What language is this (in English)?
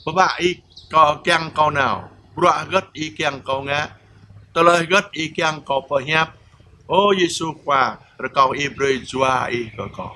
Jarai